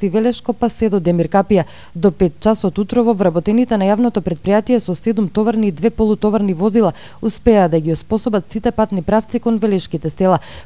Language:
Macedonian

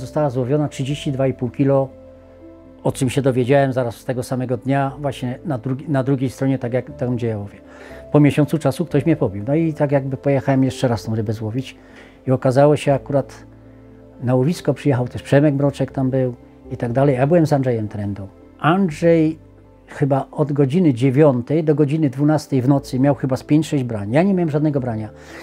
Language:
Polish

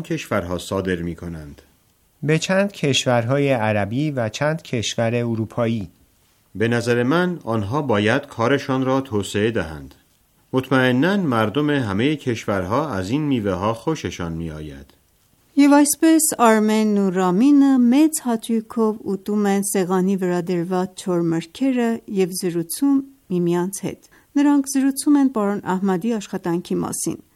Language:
Armenian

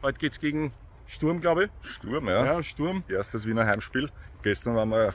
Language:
Bavarian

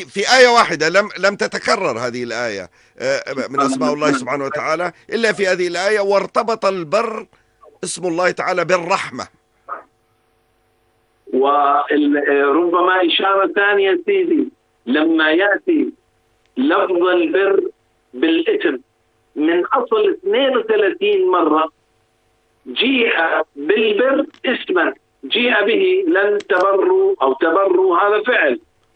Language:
Arabic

